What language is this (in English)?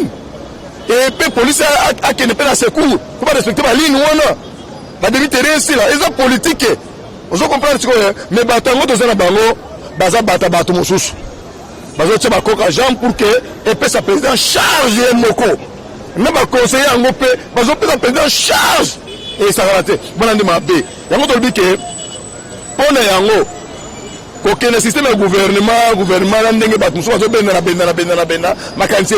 Lingala